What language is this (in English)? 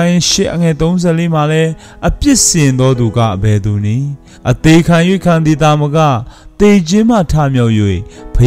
Burmese